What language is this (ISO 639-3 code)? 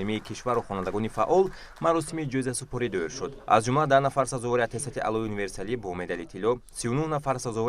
tgk